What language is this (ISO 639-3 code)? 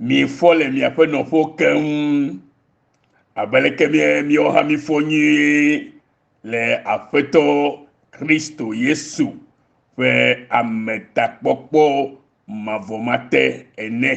ewe